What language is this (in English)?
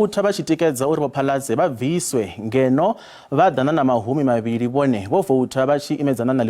Venda